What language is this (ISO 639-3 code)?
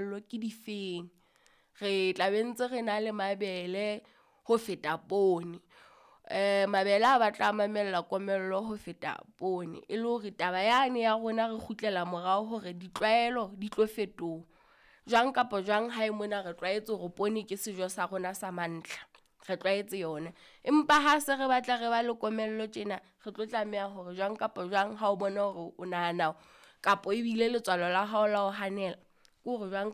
sot